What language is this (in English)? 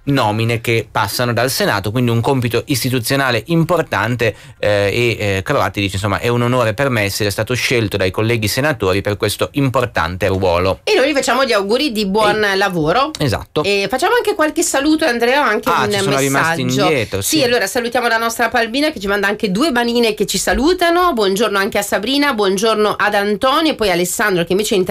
Italian